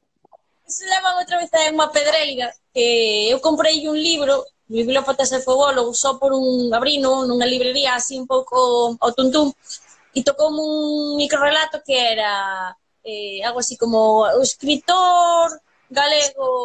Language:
Galician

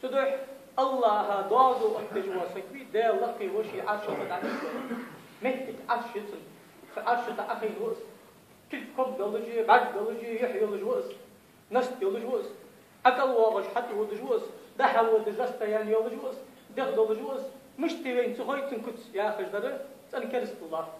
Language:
Ingush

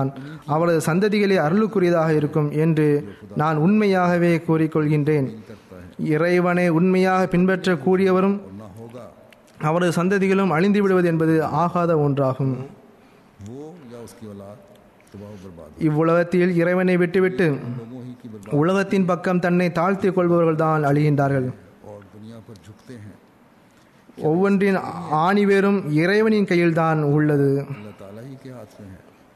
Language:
Tamil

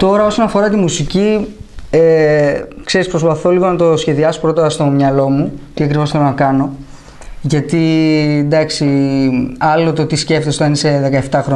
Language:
Greek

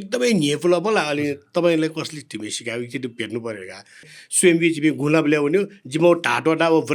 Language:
Newari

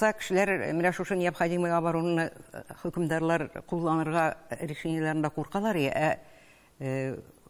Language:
Tatar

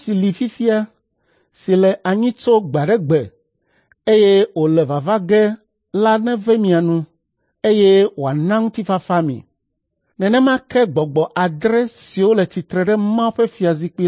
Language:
Ewe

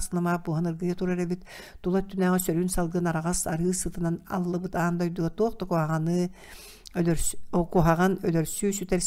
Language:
Yakut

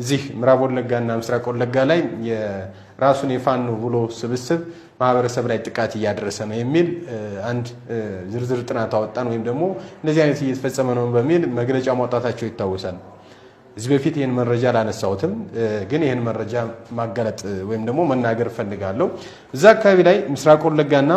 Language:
Amharic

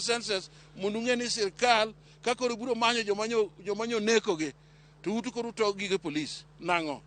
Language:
Luo (Kenya and Tanzania)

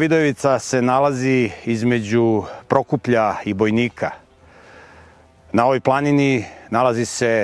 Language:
Serbian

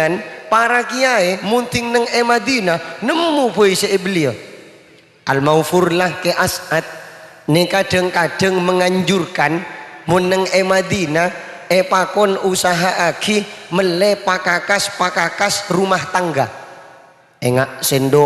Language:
Madurese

